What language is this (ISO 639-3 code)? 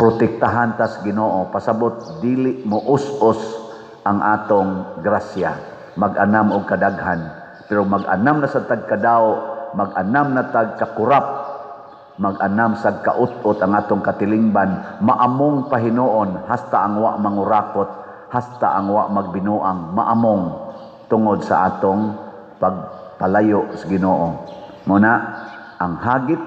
ceb